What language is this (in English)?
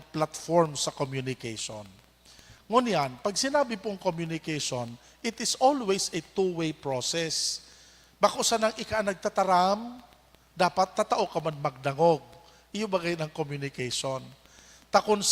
Bikol